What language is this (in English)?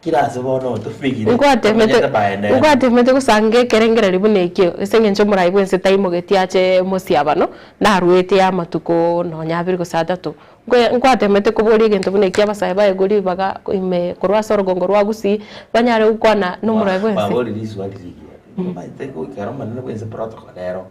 Gusii